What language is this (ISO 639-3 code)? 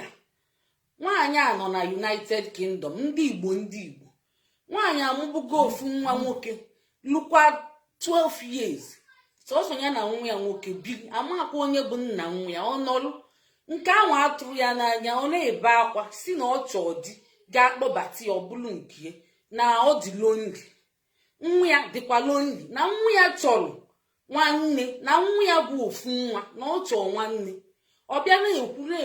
ibo